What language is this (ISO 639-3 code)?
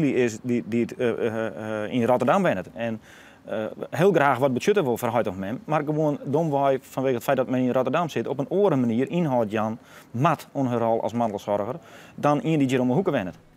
fry